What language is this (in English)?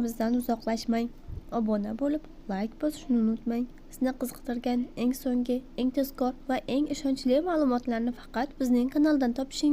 Uzbek